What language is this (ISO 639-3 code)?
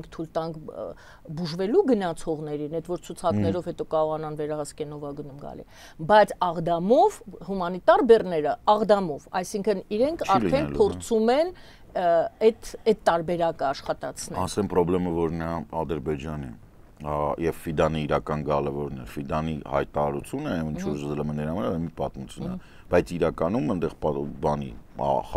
hye